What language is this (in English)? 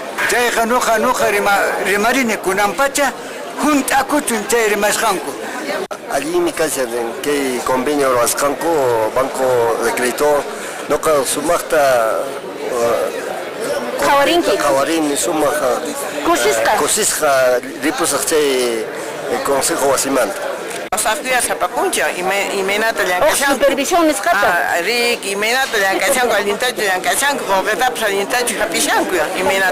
Quechua